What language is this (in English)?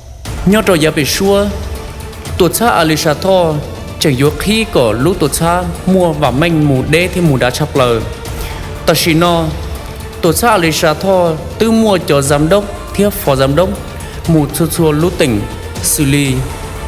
Hmong